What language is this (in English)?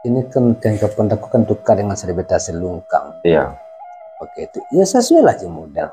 Minangkabau